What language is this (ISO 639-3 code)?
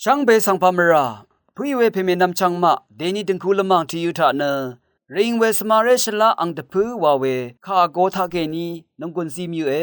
raw